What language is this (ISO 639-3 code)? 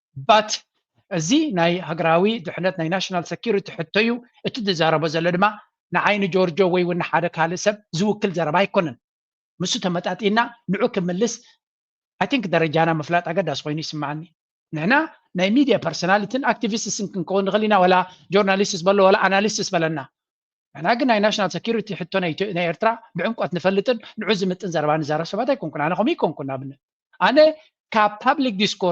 tir